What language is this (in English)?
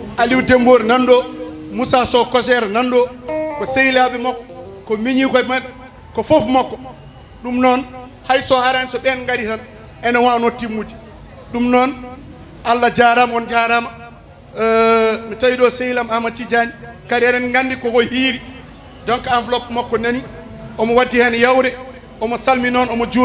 Fula